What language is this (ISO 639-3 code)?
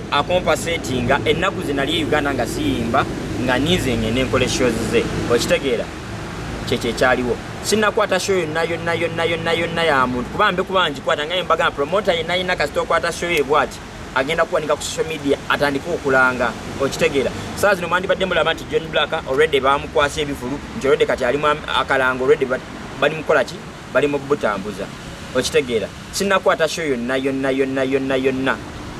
lug